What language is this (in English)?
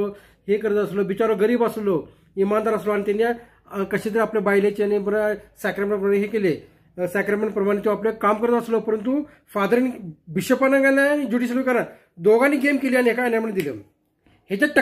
Konkani